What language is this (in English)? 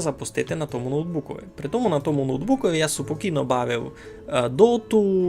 Rusyn